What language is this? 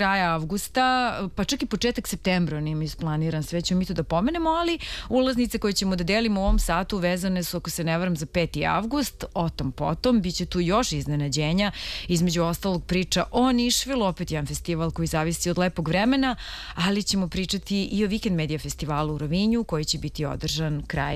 Serbian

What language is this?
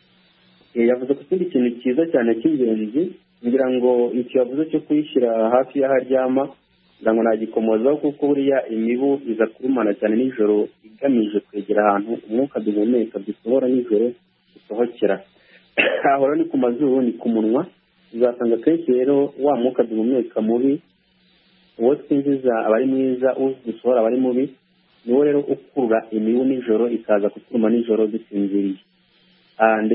Kinyarwanda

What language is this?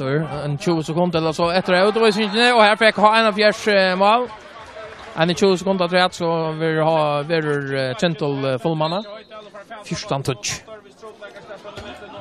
Faroese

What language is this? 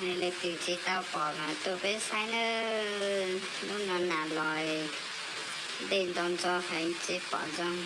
Hmong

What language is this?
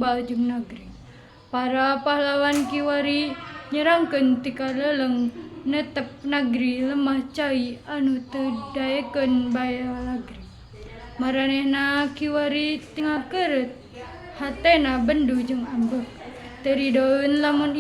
Sundanese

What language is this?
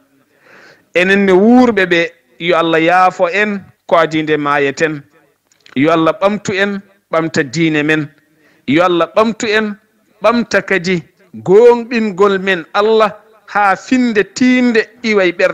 Fula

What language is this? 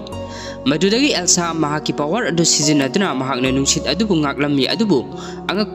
Manipuri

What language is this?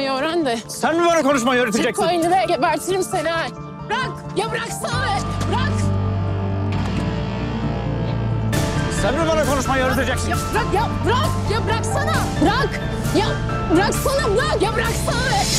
Turkish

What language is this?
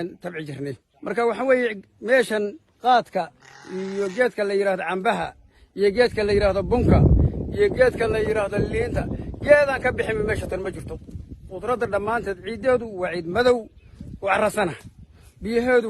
Somali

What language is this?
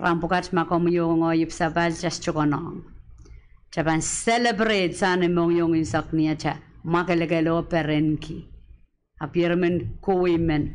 Pohnpeian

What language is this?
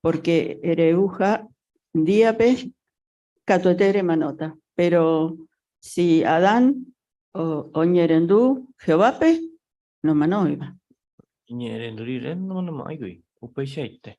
Guarani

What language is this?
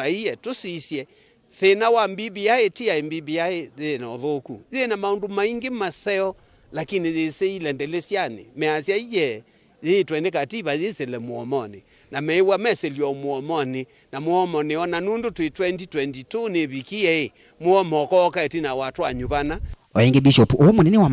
Kamba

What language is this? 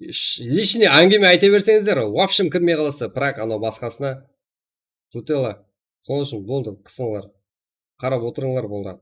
Kara-Kalpak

